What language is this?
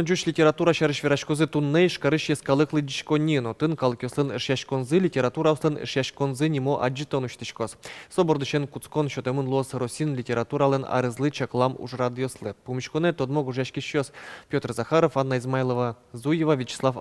Udmurt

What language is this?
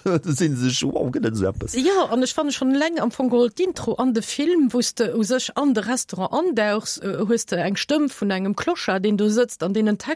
Luxembourgish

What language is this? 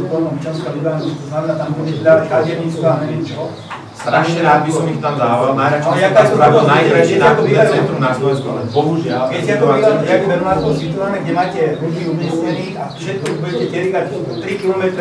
Slovak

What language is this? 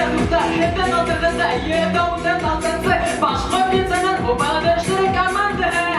Bashkir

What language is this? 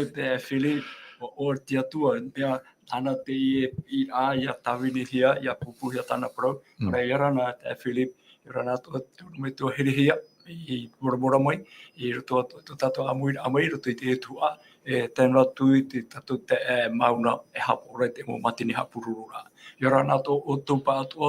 Tahitian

